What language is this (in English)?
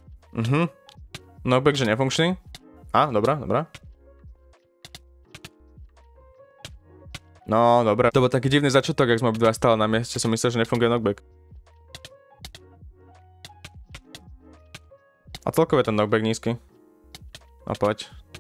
Slovak